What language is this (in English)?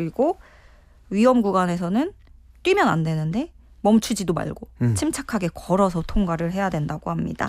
Korean